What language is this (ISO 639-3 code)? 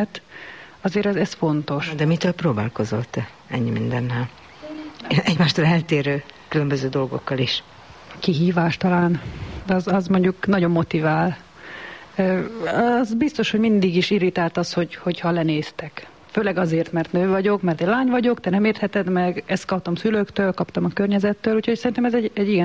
hun